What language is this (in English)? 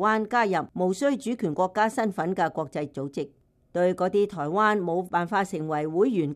Cantonese